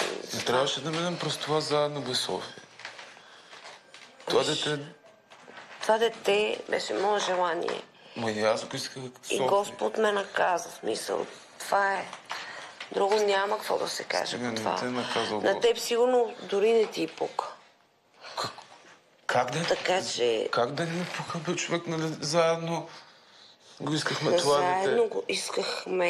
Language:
Bulgarian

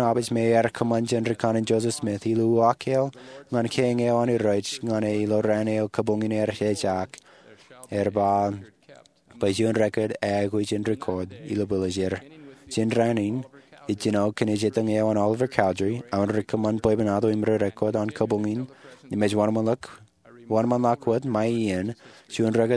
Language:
Marshallese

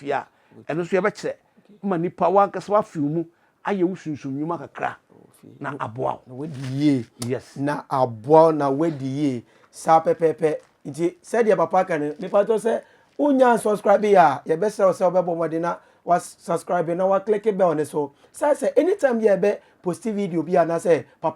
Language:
Akan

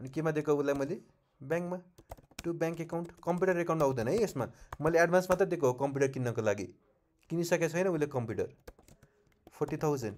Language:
Nepali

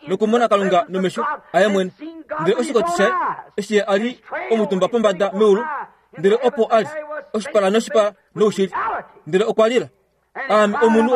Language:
Kuanyama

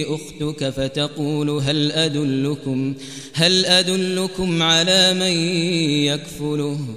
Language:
Arabic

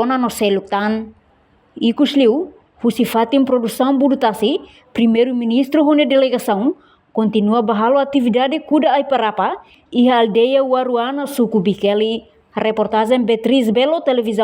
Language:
Tetum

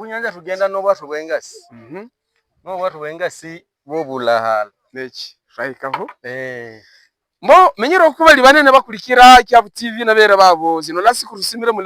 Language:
Havu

